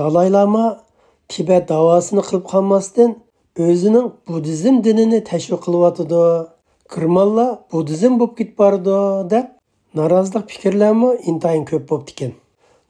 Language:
Uyghur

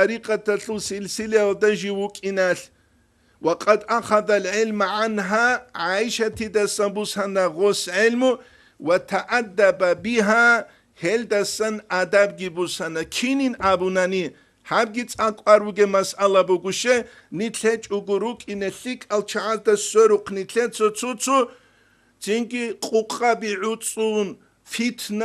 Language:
Avaric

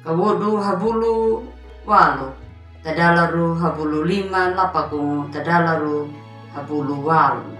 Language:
Anakalangu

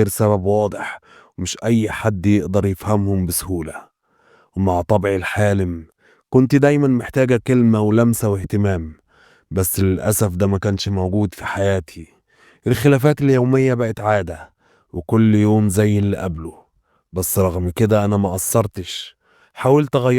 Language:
Egyptian Arabic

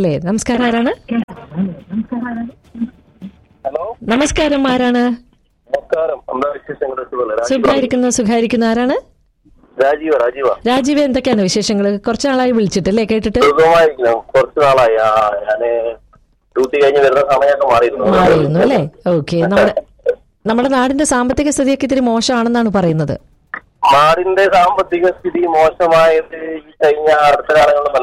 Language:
Malayalam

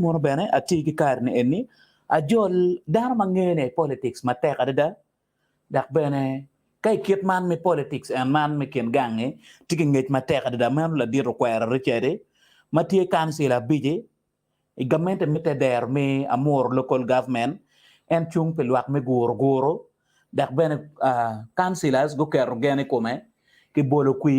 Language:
Acoli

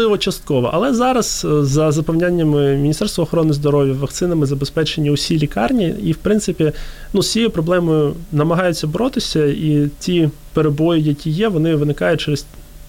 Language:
Ukrainian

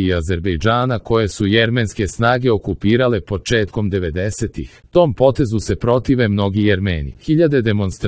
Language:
Serbian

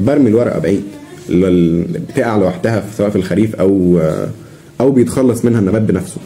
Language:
Egyptian Arabic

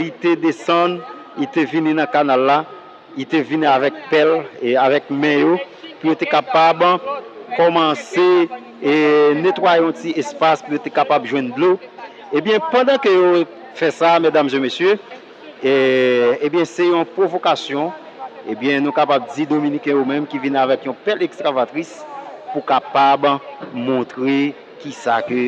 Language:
Haitian Creole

